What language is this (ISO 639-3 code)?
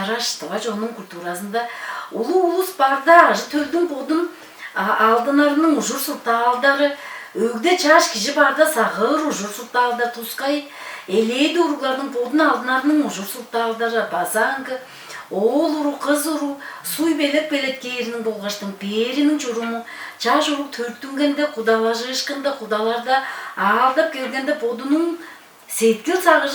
tyv